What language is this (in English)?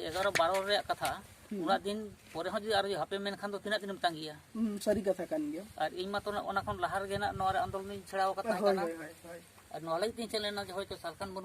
Santali